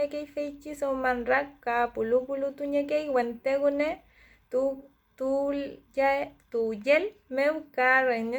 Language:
Mapuche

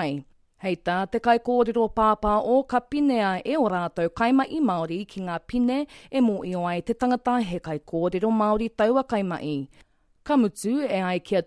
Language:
Māori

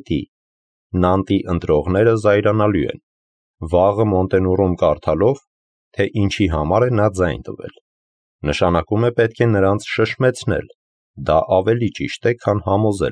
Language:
Armenian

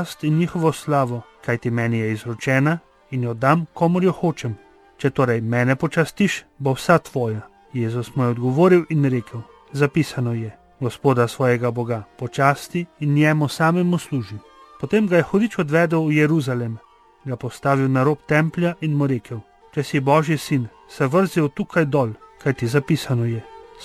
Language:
Slovenian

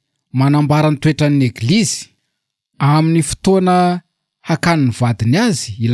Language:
Malagasy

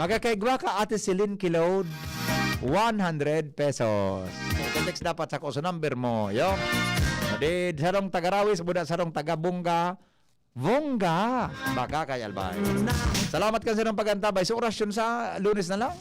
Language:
Bikol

